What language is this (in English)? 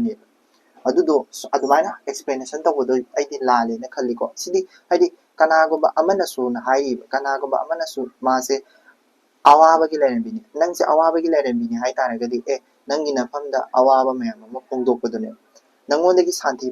Manipuri